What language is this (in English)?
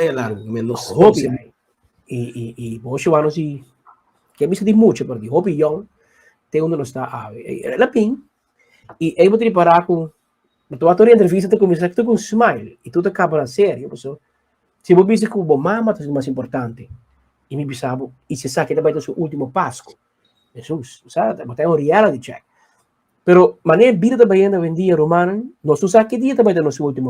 Papiamento